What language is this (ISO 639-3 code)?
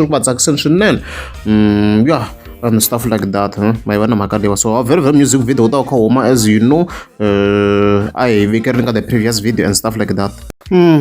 tso